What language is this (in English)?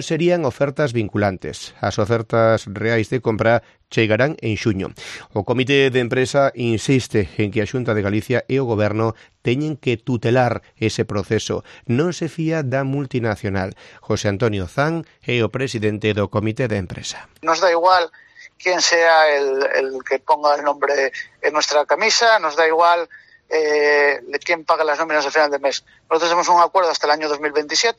Galician